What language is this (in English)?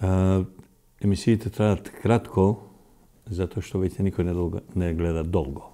Macedonian